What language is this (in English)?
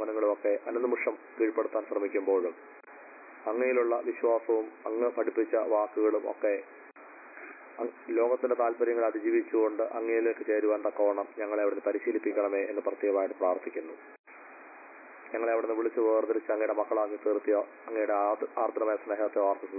Malayalam